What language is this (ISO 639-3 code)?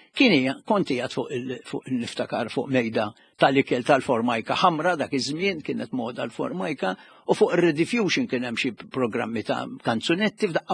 mlt